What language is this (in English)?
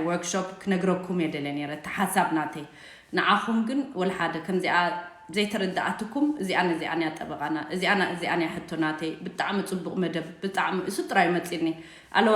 Tigrinya